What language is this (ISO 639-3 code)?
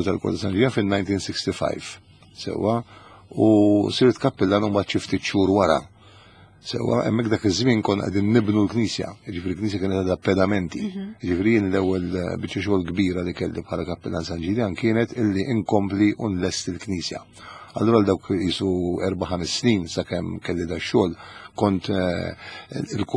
mlt